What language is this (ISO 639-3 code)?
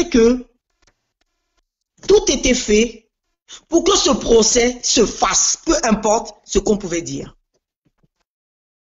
fra